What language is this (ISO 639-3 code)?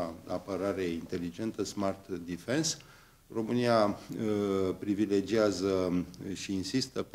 ron